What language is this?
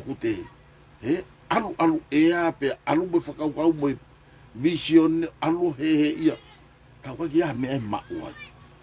Tongan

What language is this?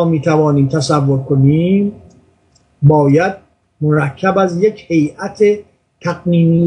Persian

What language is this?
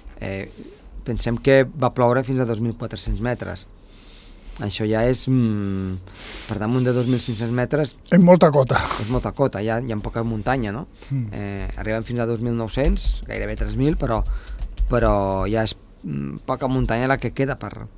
Catalan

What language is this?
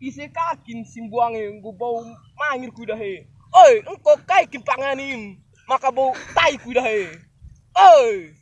Batak Karo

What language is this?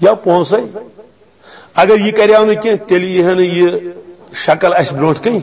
Kashmiri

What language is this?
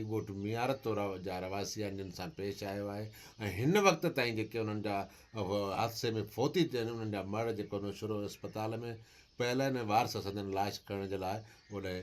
Sindhi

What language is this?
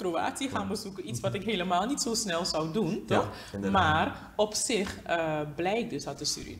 Dutch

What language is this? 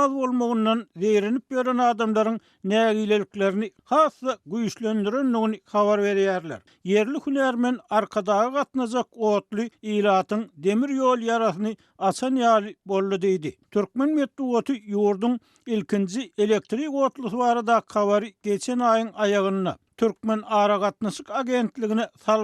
Turkmen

